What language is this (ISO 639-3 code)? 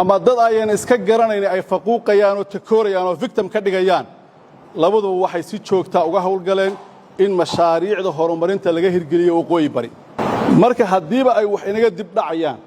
som